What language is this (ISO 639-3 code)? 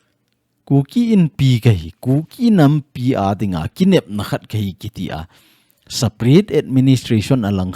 tcz